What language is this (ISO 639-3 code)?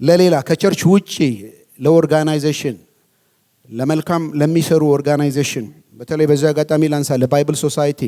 amh